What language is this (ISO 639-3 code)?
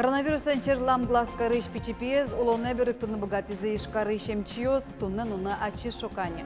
udm